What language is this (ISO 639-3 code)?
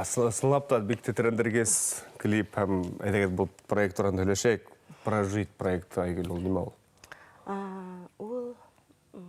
bak